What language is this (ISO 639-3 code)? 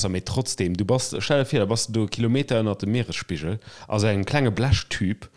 ltz